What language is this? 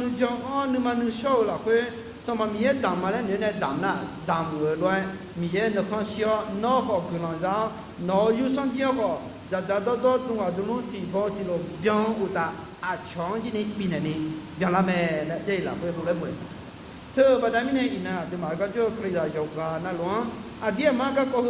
Akha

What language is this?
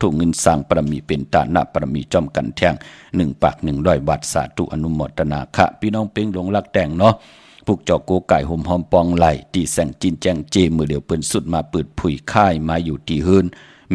Shan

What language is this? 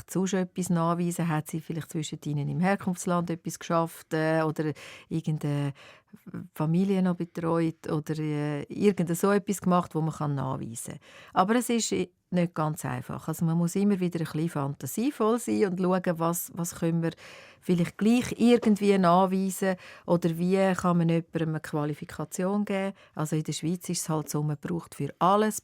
Swiss German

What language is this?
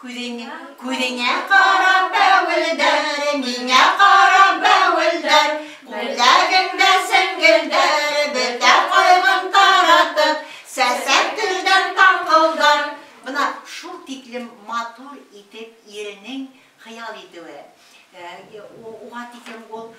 Bashkir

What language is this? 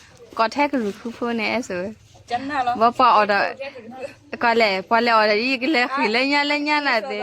S'gaw Karen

